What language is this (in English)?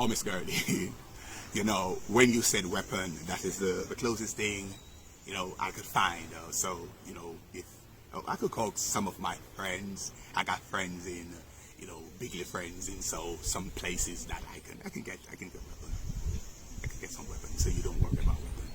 Jamaican Creole English